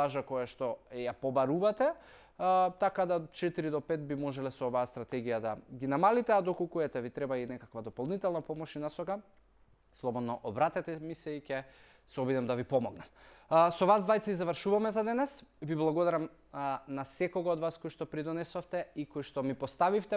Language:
Macedonian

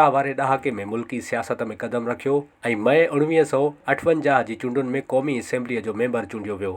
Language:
Sindhi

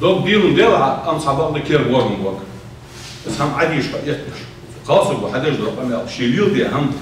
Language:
Ingush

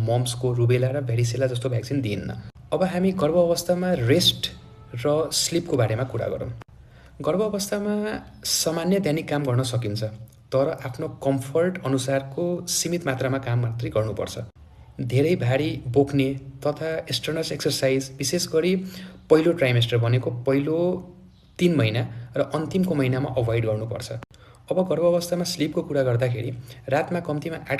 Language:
Nepali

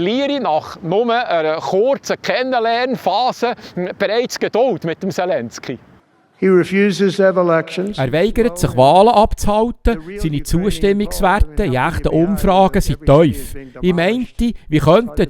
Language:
Swiss German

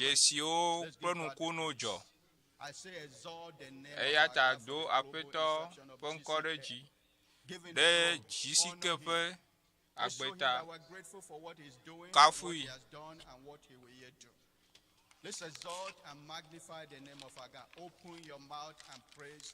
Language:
Ewe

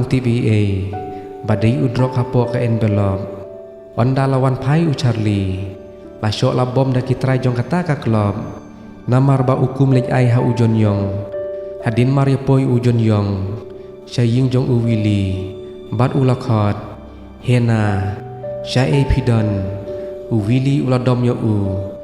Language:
Khasi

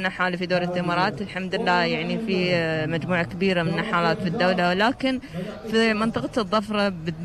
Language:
Gulf Arabic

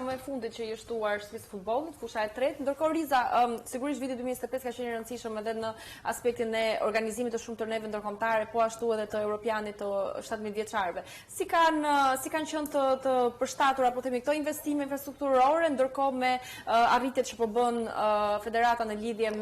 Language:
Albanian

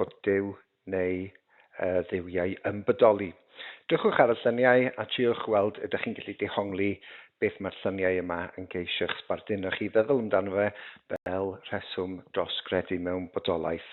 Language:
Welsh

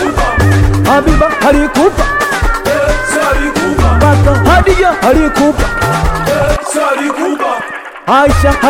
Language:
Swahili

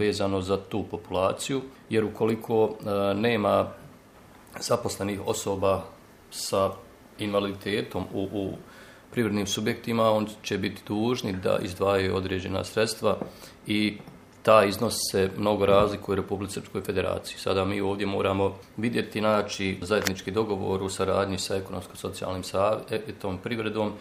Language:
Bosnian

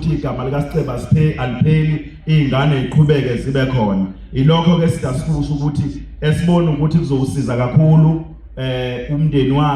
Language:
Zulu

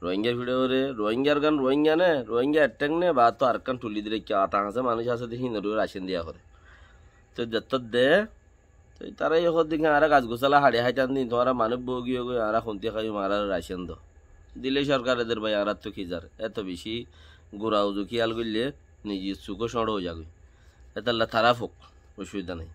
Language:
Rohingya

